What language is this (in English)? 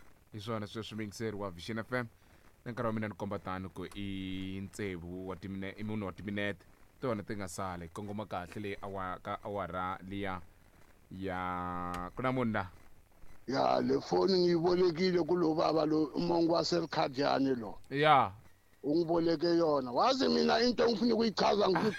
Tsonga